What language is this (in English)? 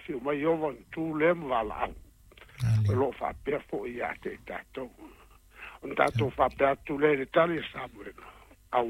Samoan